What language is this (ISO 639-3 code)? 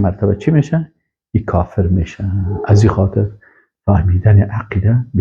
fas